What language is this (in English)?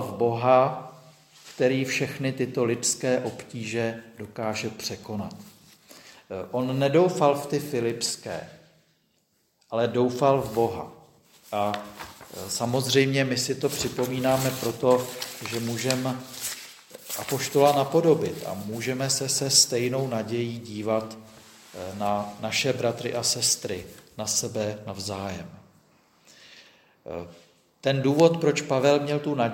Czech